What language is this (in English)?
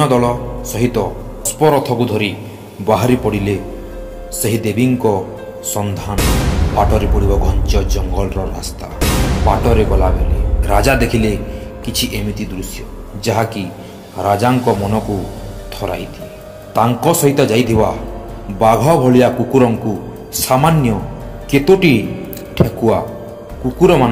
Odia